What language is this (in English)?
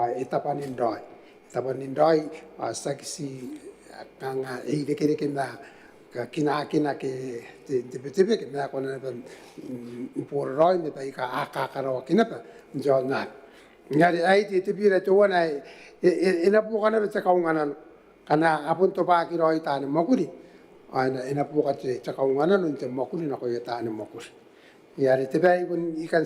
Gilbertese